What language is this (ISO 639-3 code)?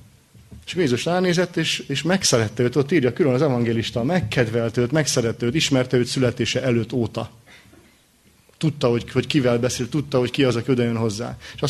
hun